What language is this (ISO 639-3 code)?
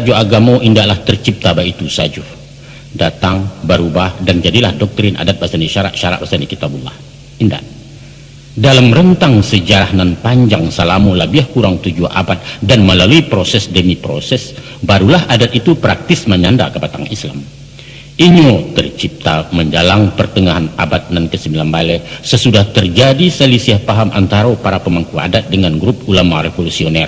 min